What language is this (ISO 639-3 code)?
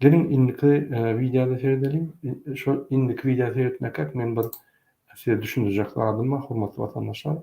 tuk